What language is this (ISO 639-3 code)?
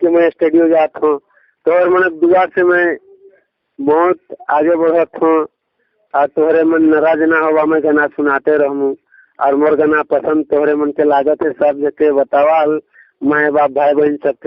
sck